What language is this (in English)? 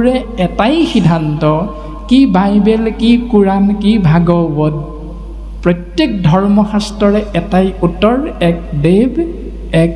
Assamese